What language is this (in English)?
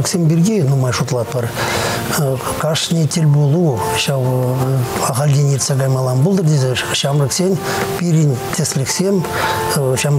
Chuvash